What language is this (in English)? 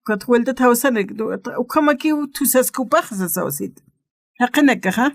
Aymara